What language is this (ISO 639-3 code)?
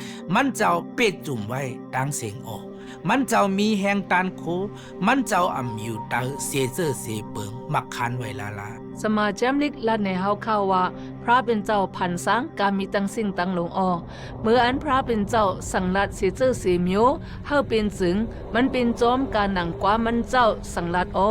shn